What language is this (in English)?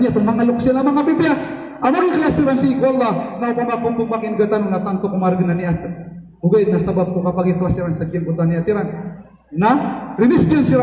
Maranao